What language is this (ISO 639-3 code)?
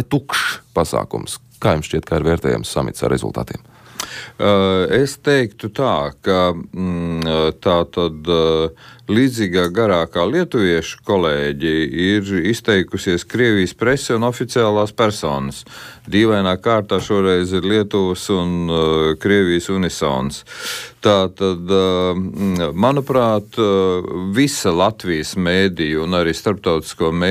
lav